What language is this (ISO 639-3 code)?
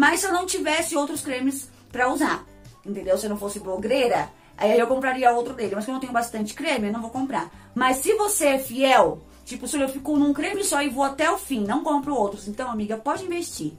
por